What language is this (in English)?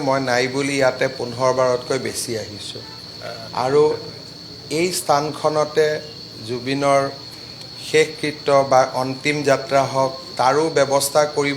Assamese